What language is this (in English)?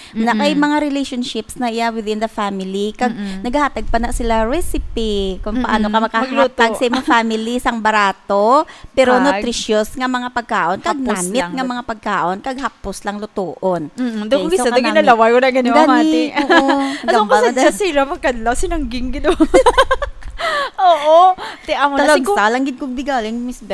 Hiligaynon